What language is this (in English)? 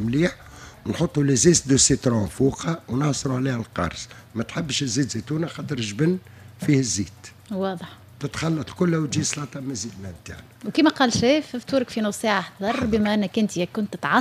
Tunisian Arabic